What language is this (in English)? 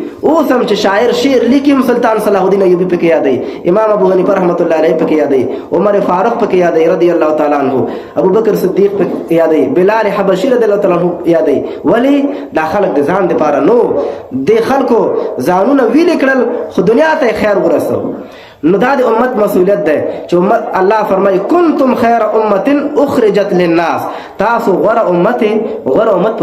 Pashto